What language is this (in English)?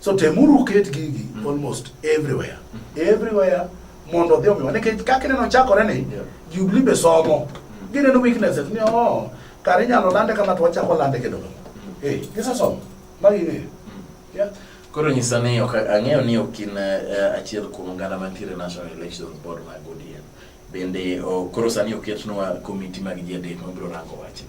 Luo (Kenya and Tanzania)